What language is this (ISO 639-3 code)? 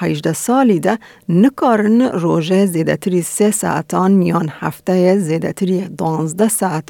kur